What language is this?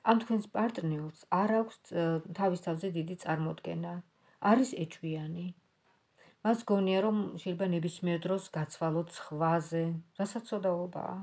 Georgian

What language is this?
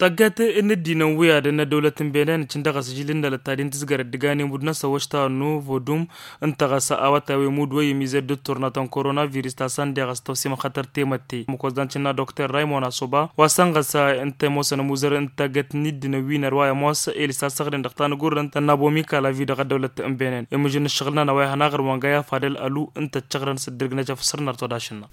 Tamasheq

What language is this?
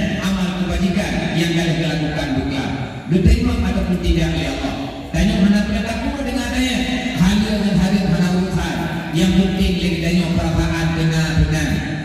Achinese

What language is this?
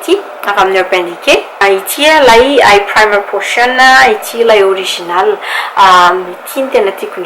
Malagasy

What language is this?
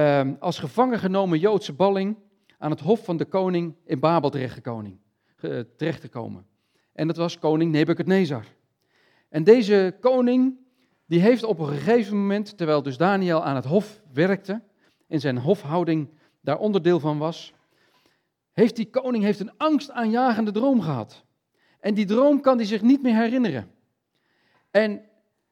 Dutch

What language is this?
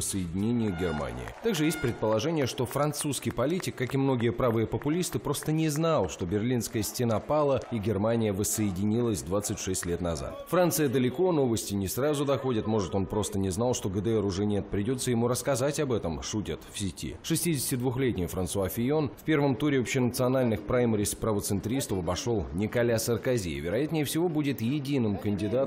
Russian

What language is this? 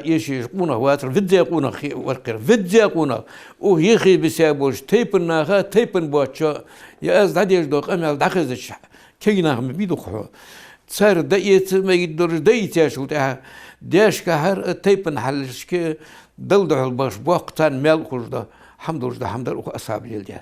Ingush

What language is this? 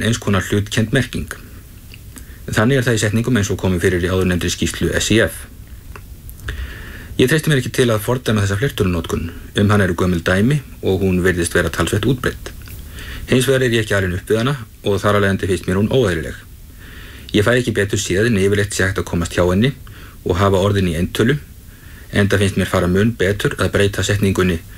Icelandic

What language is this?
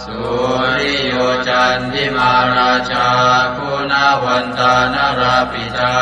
Pali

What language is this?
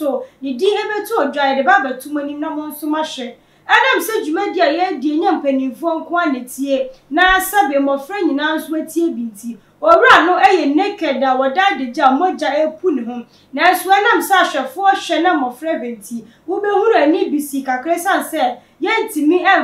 Akan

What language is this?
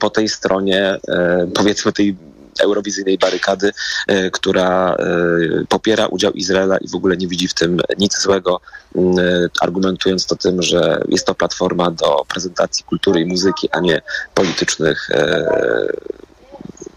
Polish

